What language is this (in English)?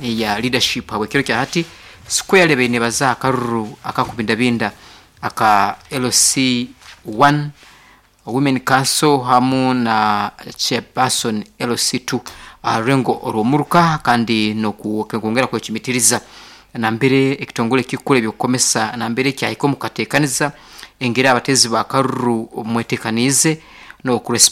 Nyankole